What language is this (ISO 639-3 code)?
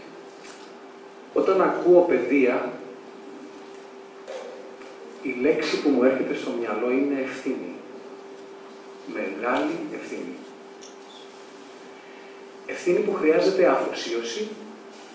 ell